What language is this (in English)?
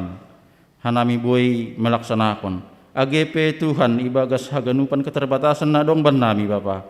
Batak Simalungun